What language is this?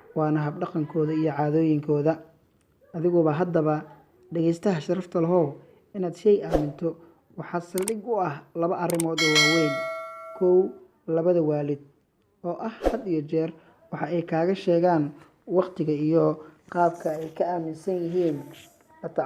Somali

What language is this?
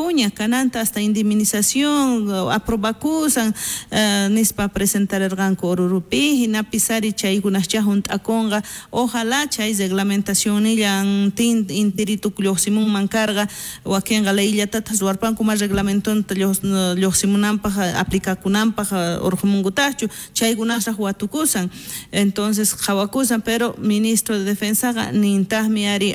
South Bolivian Quechua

